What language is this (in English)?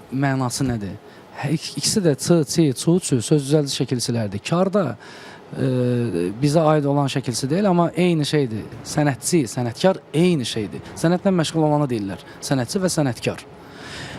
Azerbaijani